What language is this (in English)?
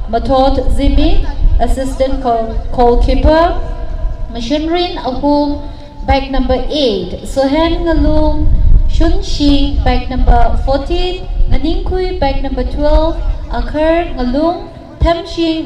Tangkhul Naga (India)